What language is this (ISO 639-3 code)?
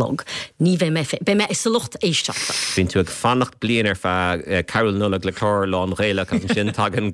gle